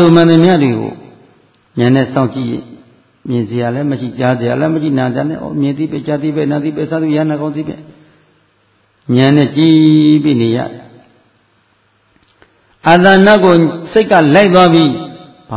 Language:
Burmese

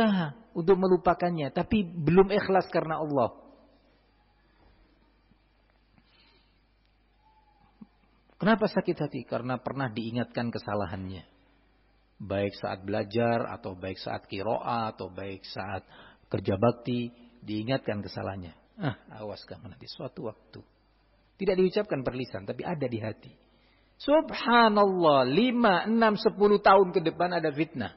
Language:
Indonesian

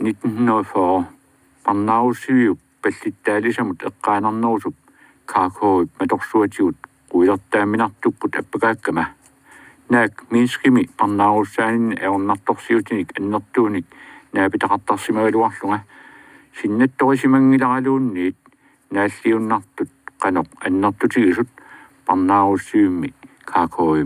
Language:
Kalaallisut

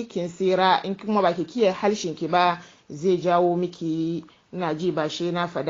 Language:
Hausa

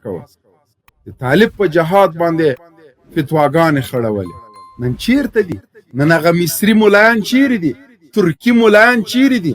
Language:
Pashto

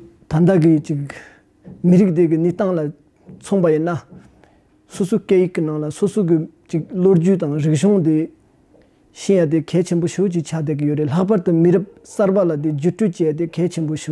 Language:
Tibetan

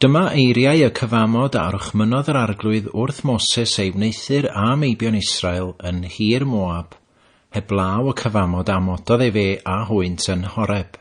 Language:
Welsh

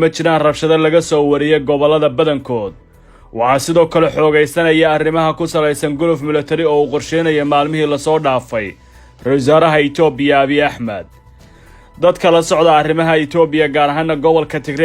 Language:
Somali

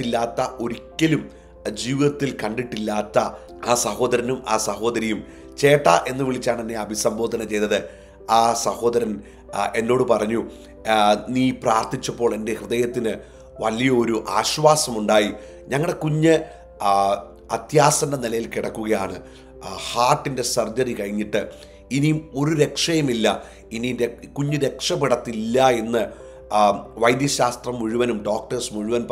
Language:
Malayalam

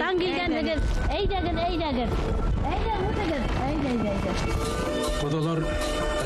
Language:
Bashkir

